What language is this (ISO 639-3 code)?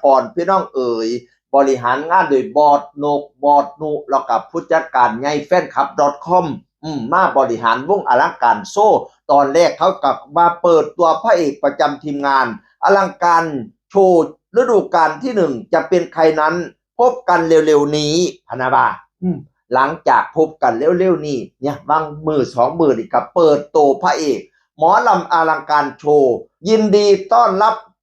tts